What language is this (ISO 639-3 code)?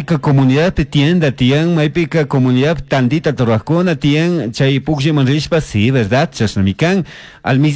qug